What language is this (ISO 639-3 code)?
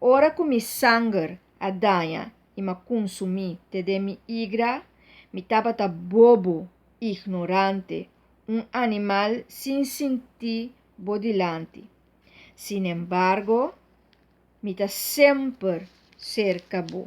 pap